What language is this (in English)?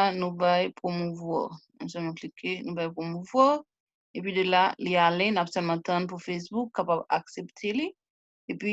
Haitian Creole